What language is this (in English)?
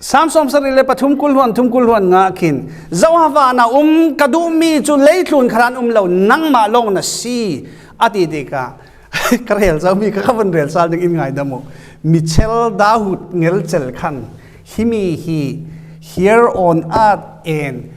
Falam Chin